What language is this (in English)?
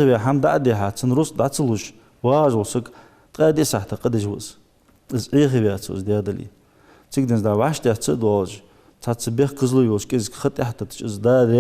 Ingush